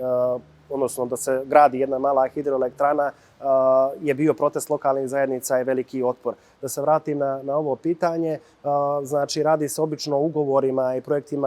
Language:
Bosnian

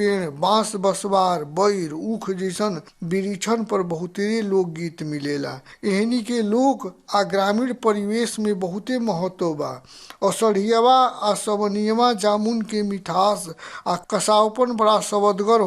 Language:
Bhojpuri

